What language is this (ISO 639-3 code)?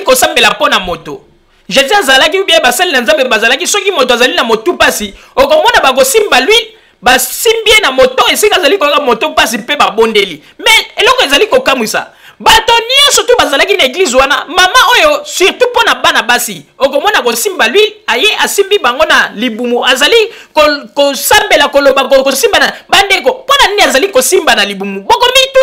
lin